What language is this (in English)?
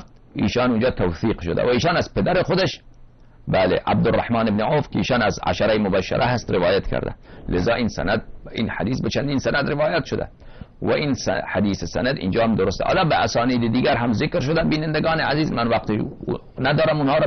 Persian